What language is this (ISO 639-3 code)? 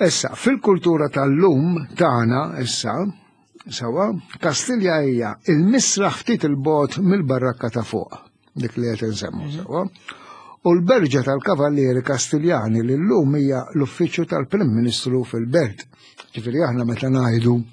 mlt